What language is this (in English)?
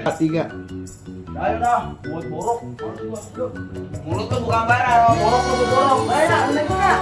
Betawi